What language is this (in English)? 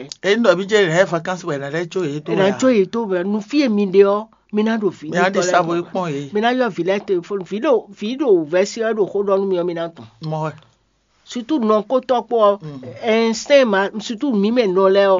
Fon